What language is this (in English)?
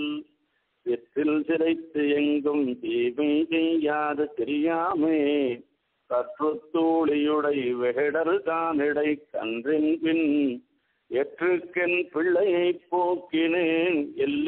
Tamil